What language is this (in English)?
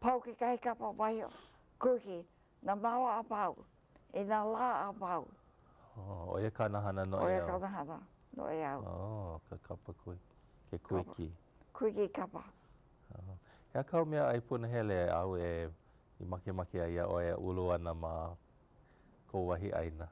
Hawaiian